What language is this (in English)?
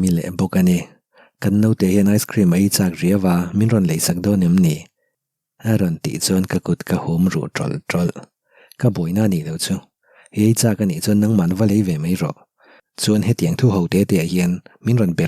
Mizo